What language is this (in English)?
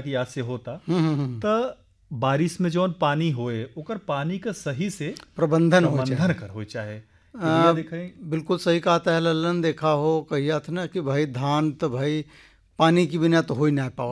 Bhojpuri